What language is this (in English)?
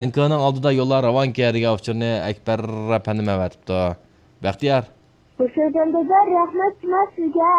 Uyghur